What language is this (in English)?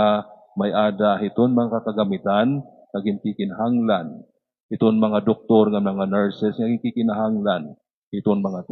Waray